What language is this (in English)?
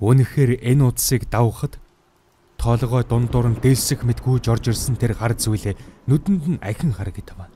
Mongolian